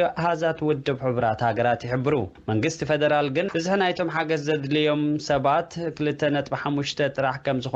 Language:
Tigrinya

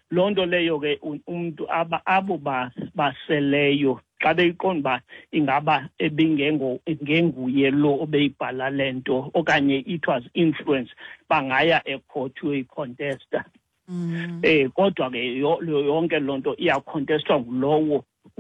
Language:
Xhosa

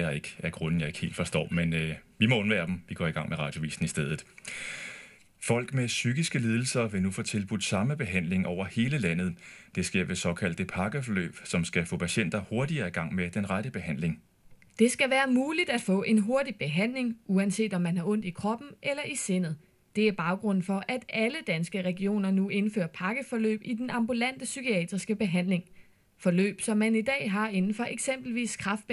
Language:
Danish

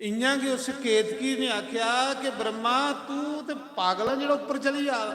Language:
Dogri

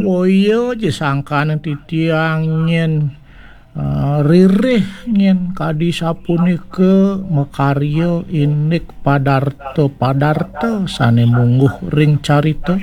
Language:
Balinese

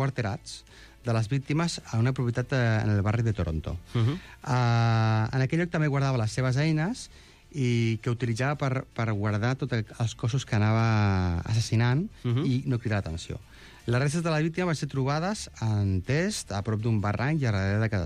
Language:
Catalan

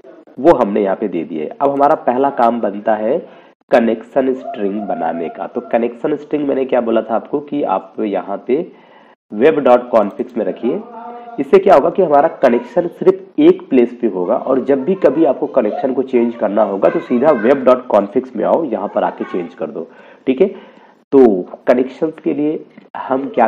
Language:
Hindi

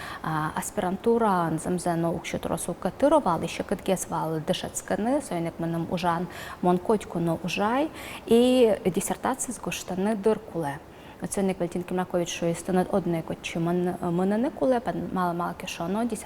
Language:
Udmurt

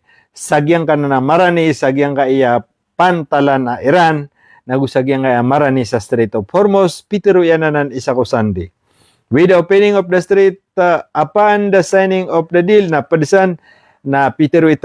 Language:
Maranao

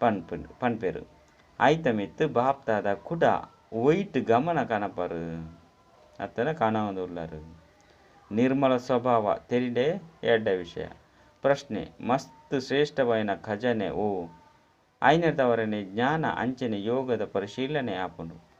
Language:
Tulu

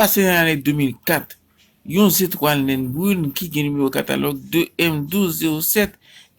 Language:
Haitian Creole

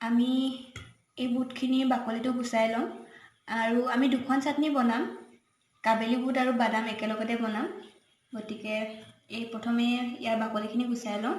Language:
Assamese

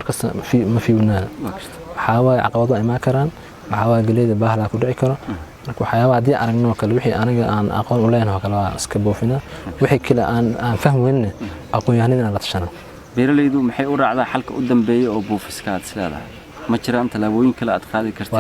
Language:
Somali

